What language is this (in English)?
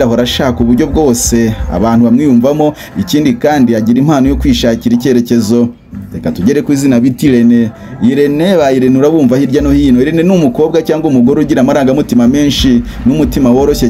Kinyarwanda